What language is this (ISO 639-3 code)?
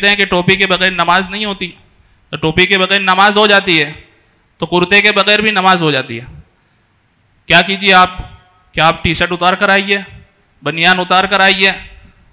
urd